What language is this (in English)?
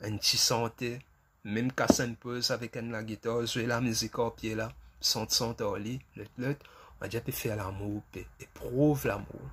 Morisyen